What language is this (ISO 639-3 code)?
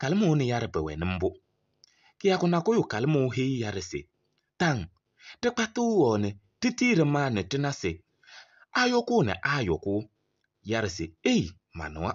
kbp